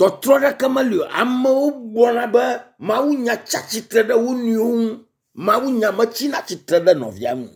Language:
Ewe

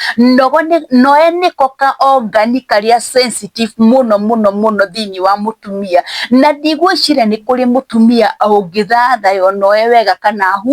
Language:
Kikuyu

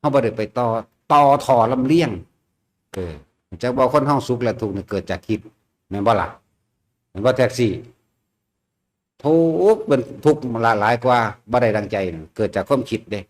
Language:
Northeastern Thai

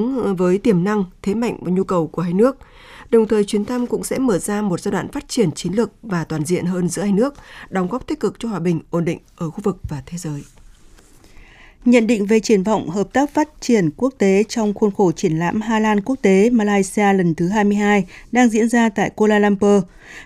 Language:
Vietnamese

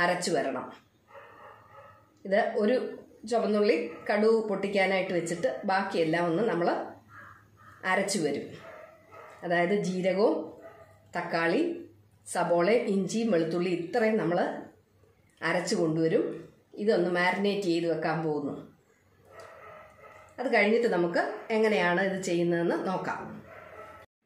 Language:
Malayalam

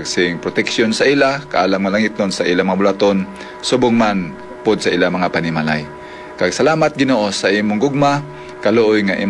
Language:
Hiligaynon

